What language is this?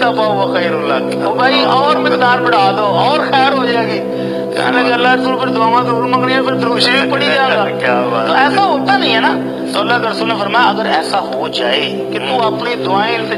Urdu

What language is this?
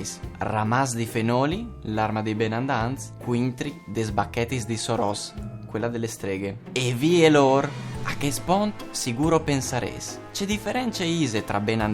Friulian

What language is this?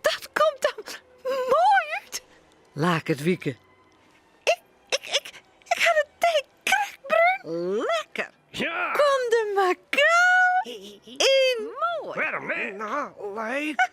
Western Frisian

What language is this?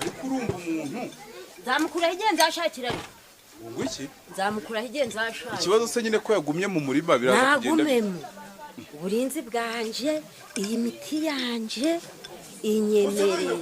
Kinyarwanda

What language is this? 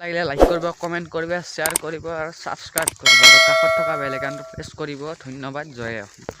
Assamese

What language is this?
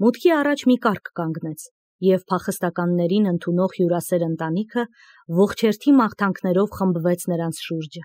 Armenian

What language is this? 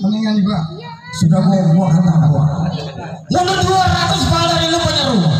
Betawi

